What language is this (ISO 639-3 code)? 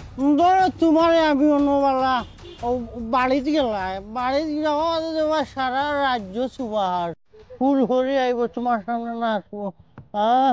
syl